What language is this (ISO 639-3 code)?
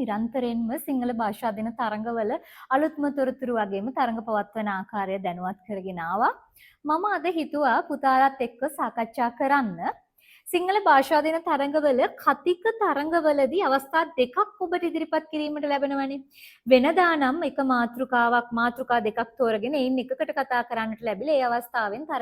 sin